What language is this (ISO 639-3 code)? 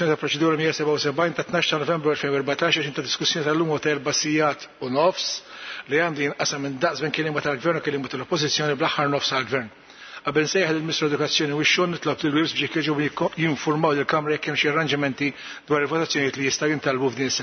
mlt